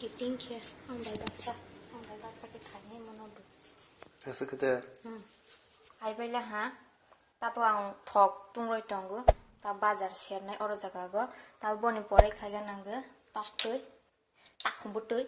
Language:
Kok Borok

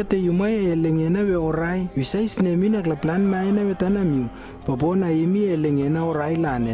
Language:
Lewo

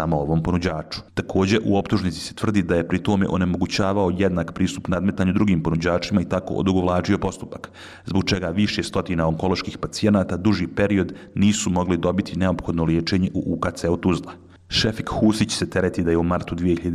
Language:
Bosnian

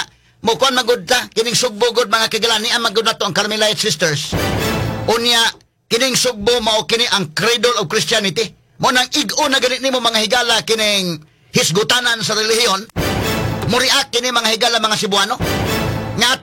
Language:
Cebuano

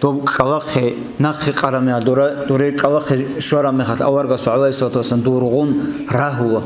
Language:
Avaric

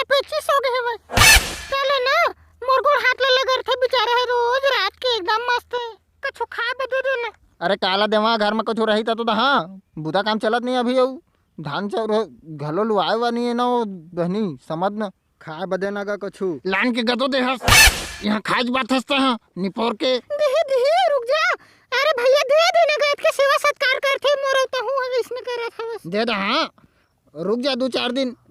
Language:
Chhattisgarhi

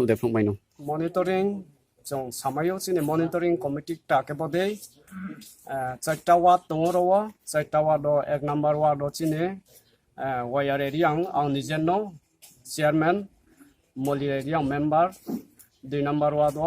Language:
Riang (India)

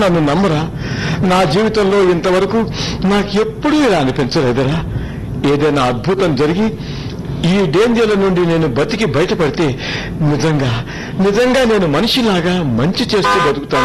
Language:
Telugu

